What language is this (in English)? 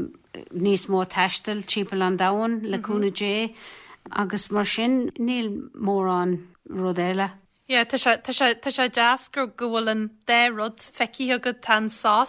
Irish